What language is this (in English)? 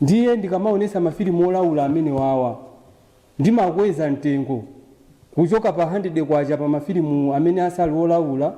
Nyanja